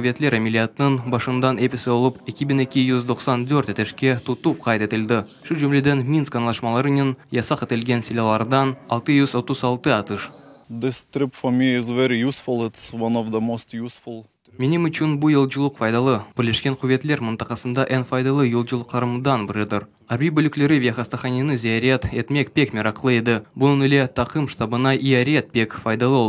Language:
Crimean Tatar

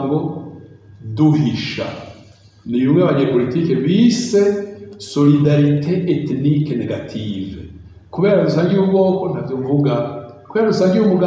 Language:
Rundi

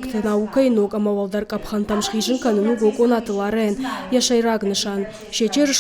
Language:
Ossetic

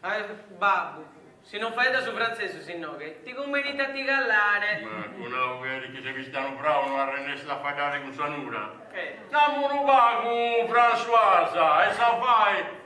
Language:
Sardinian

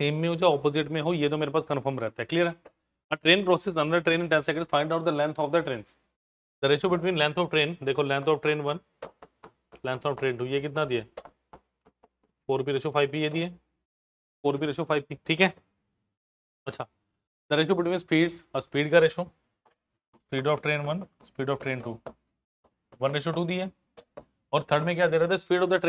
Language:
Hindi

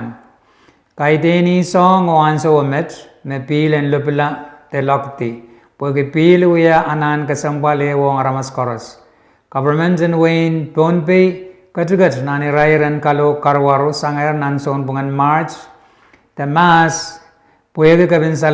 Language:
Pohnpeian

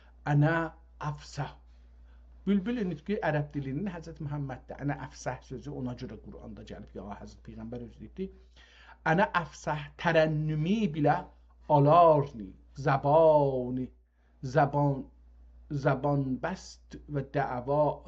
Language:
South Azerbaijani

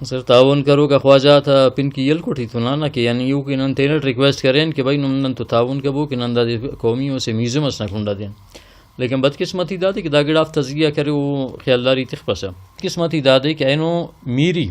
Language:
Brahui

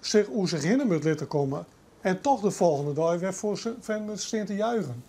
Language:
Western Frisian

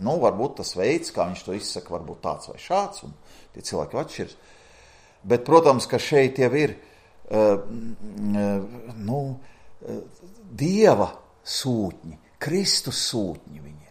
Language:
Latvian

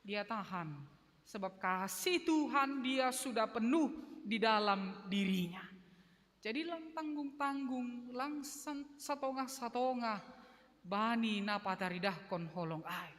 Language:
Batak Simalungun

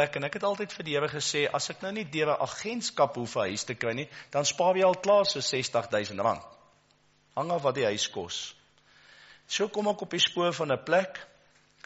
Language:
Afrikaans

